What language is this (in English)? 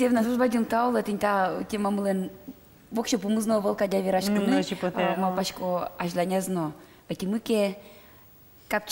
Udmurt